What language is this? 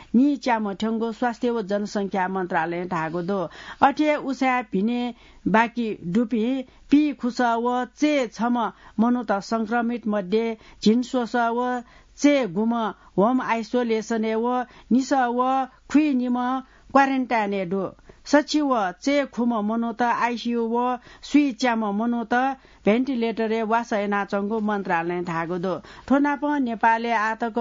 Newari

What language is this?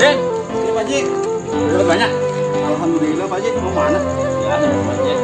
Betawi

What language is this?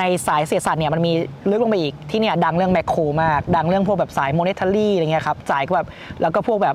Thai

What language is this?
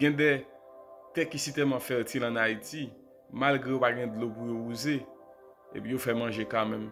Haitian Creole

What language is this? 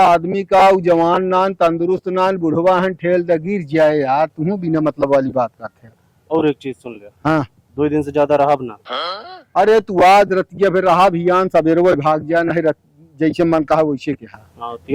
Awadhi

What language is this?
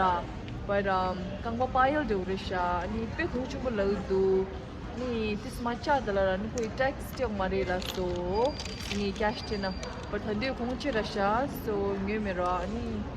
Tibetan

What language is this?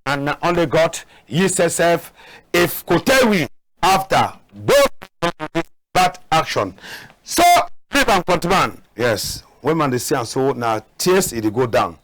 Cameroon Pidgin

